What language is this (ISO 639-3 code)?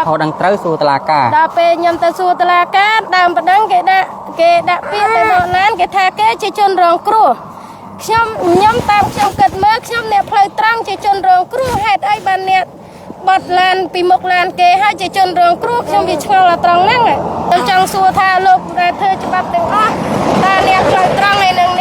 khm